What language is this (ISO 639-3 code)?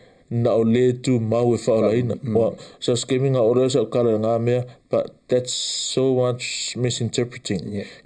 smo